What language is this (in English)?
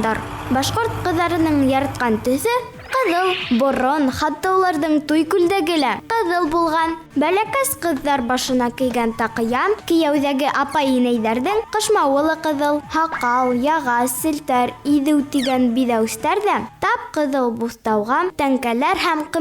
Bashkir